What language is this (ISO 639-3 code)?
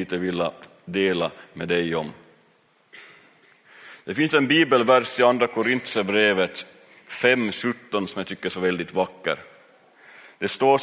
swe